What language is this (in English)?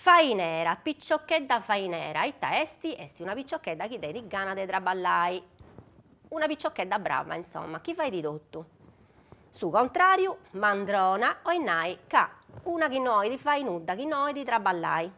Sardinian